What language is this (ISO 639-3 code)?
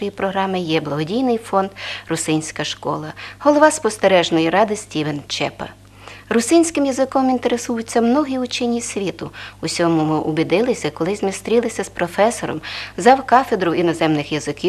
rue